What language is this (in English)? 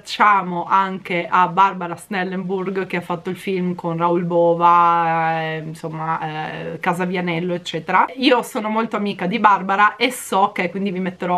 Italian